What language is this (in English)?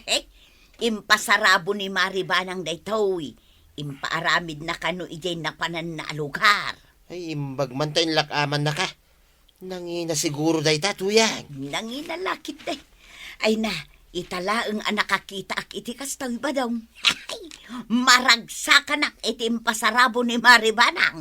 Iloko